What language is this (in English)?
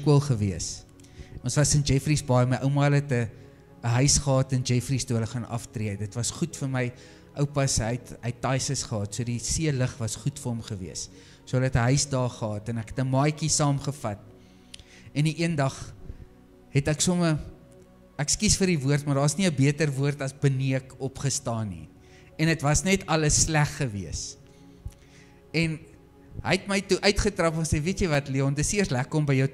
Afrikaans